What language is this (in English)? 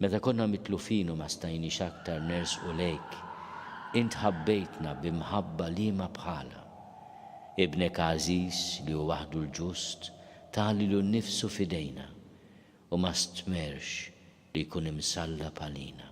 Maltese